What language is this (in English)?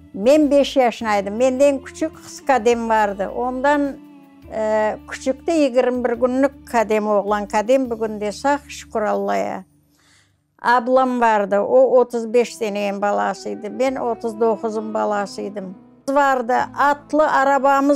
Crimean Tatar